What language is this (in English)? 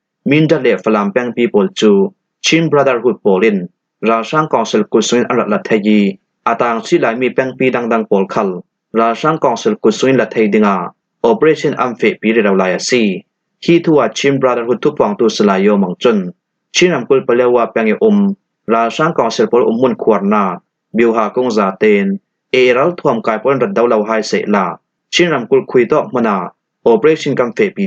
Falam Chin